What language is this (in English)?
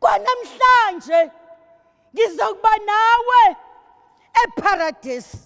Zulu